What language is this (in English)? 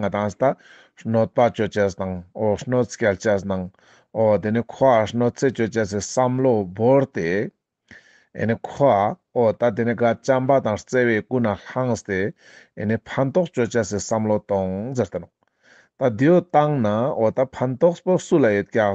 Ladakhi